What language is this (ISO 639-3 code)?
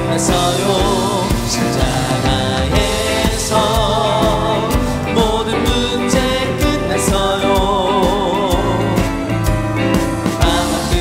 kor